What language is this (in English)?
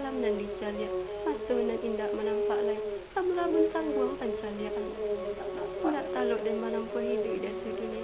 Minangkabau